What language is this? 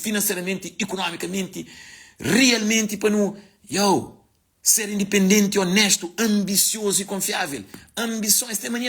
Kabuverdianu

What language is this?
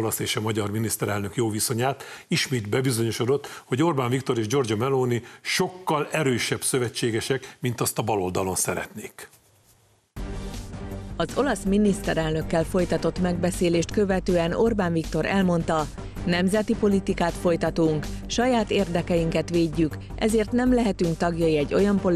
Hungarian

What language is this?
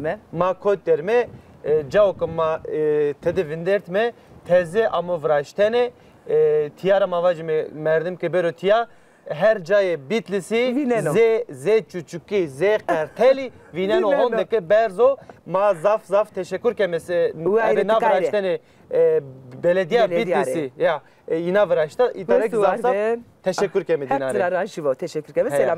Zaza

